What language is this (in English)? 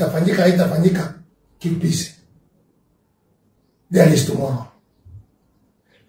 Swahili